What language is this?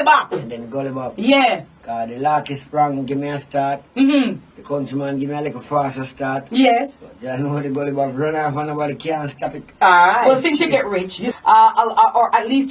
Jamaican Creole English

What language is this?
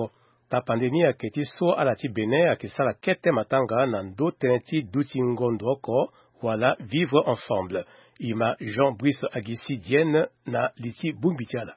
Sango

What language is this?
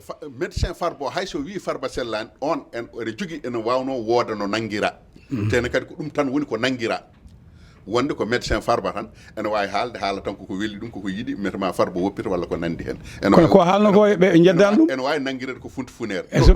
Fula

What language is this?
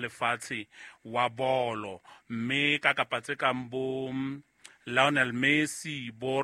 Southern Sotho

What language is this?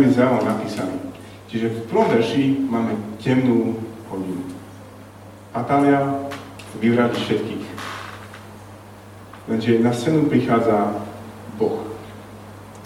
Slovak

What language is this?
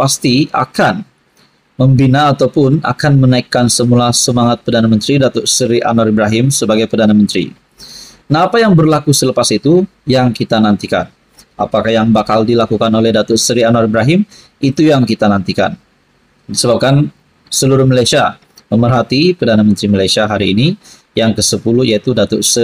Malay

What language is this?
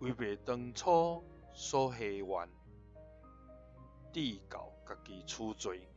Min Nan Chinese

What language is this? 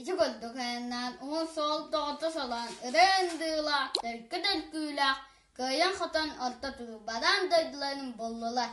Yakut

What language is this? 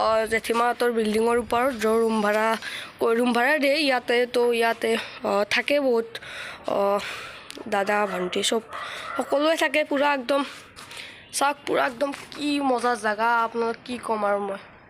Assamese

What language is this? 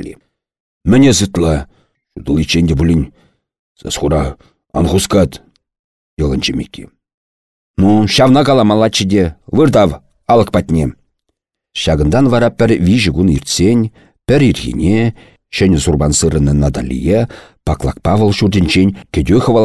Chuvash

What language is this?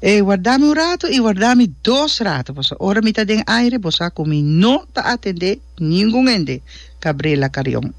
Papiamento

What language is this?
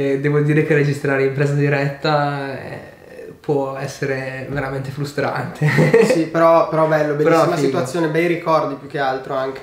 Italian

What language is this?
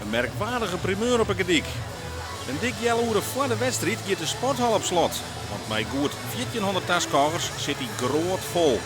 Western Frisian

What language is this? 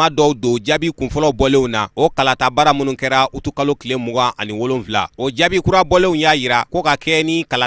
Bambara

